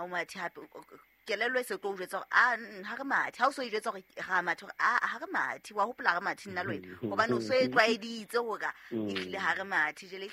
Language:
Southern Sotho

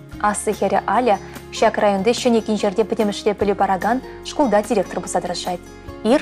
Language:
Chuvash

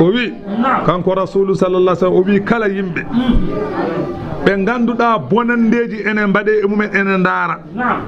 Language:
Fula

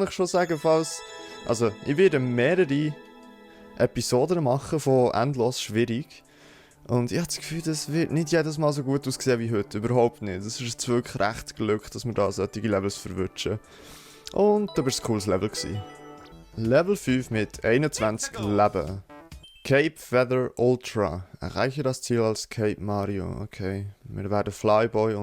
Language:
Swiss German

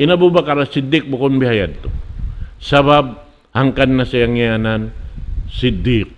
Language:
Tausug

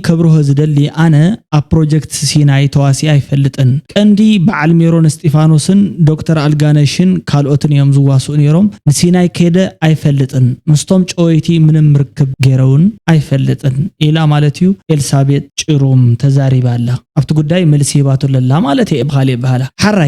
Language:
Tigrinya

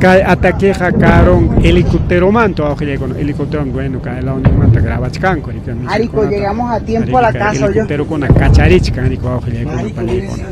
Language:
Ayacucho Quechua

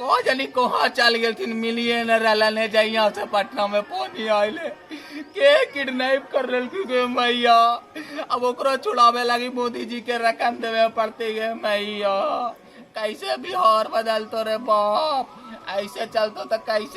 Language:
Magahi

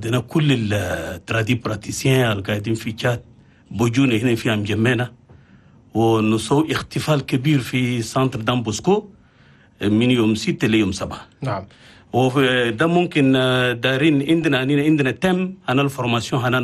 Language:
Chadian Arabic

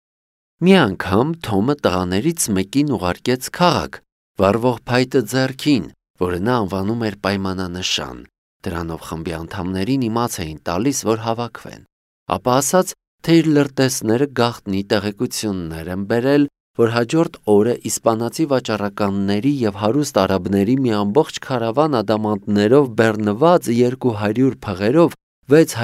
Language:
Armenian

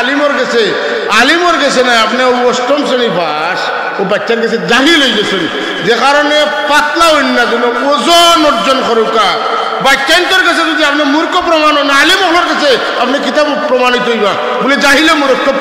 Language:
Sylheti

